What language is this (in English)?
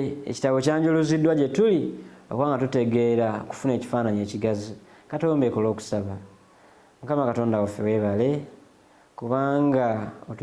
Ganda